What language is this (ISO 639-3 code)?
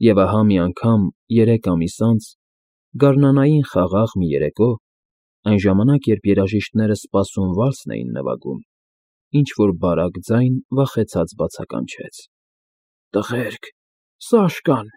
hye